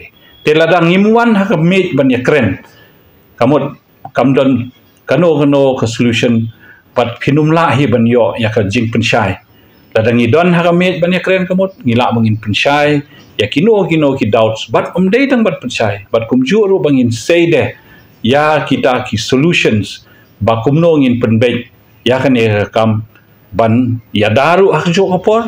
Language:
Khasi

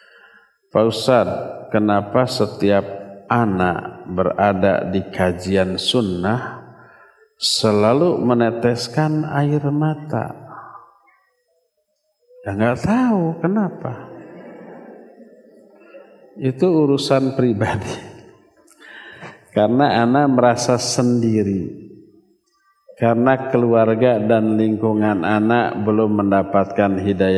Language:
Indonesian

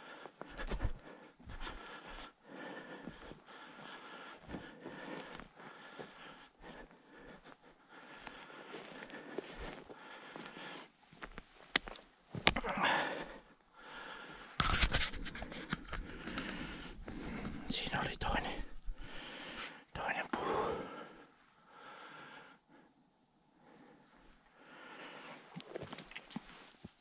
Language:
Finnish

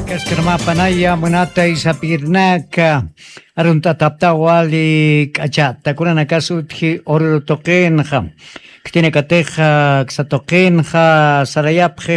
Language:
Aymara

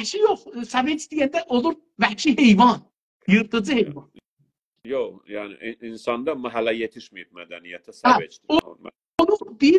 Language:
South Azerbaijani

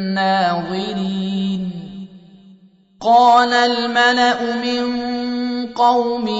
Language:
Arabic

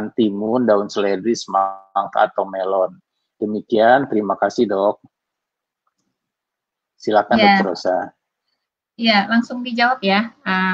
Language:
Indonesian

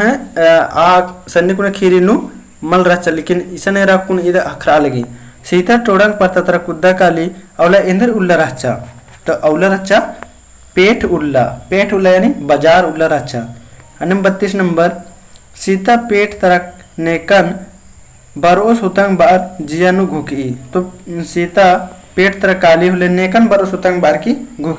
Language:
Kurukh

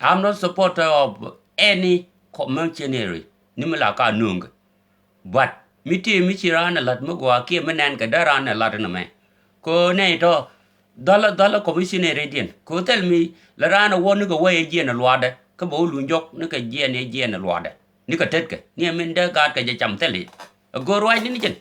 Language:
Nuer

